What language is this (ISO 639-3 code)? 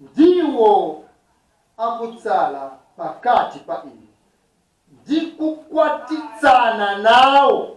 nya